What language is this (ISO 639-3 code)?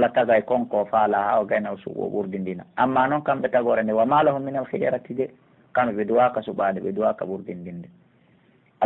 fuf